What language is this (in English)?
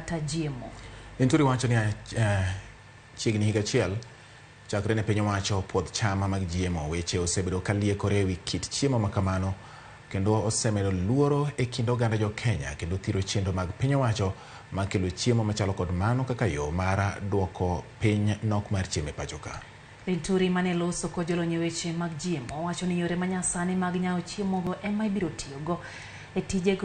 Luo (Kenya and Tanzania)